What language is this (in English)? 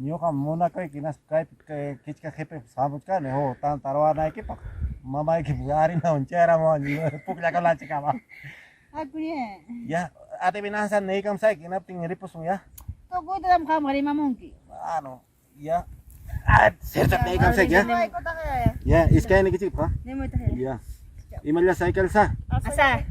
Ayacucho Quechua